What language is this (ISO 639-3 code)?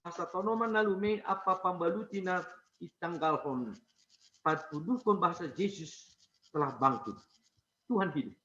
bts